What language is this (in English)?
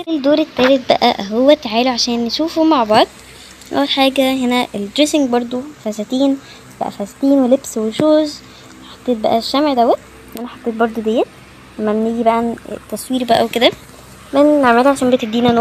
Egyptian Arabic